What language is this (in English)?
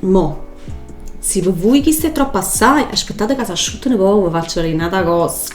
Neapolitan